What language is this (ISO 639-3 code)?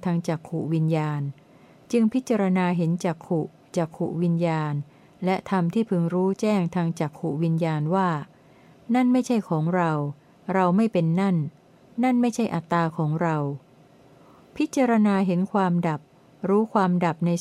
tha